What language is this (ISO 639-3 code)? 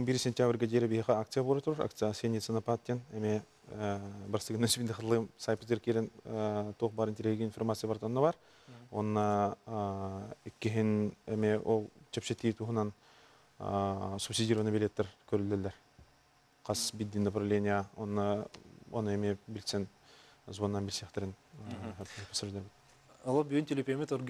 sah